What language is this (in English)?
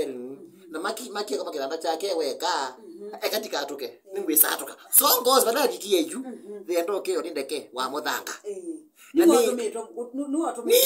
Kamba